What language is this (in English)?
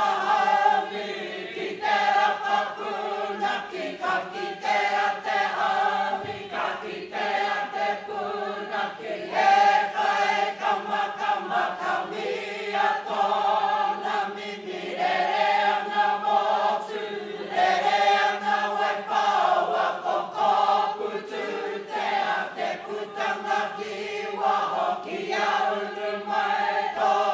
Māori